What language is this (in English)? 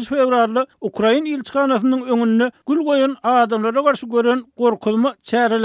Turkmen